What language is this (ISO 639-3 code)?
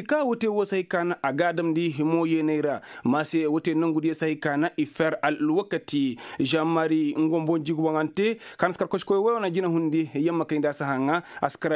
ses